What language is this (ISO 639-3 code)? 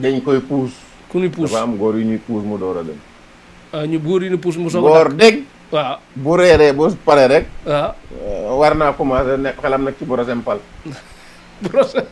wol